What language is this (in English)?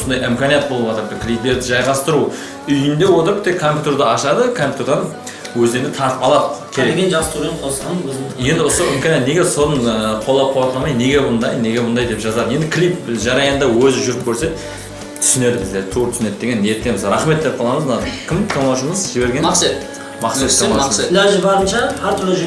Kara-Kalpak